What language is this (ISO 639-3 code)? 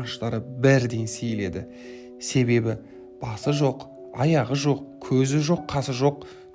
kaz